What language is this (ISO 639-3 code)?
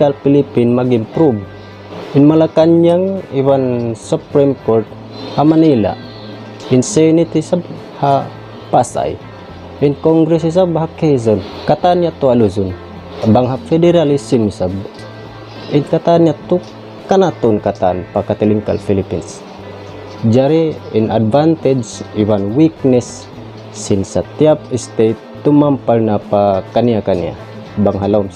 tsg